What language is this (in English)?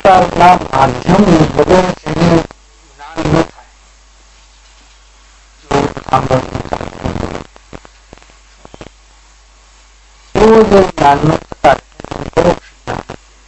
Gujarati